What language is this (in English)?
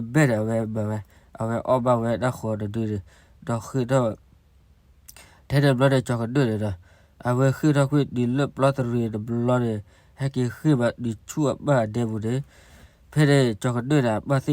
S'gaw Karen